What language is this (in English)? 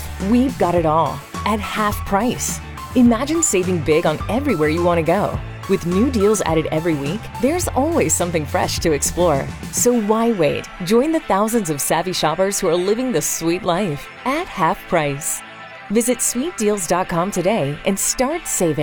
English